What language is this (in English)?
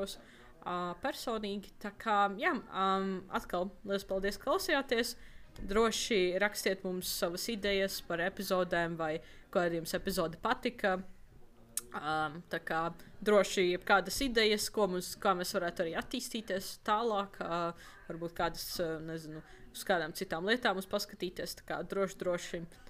Latvian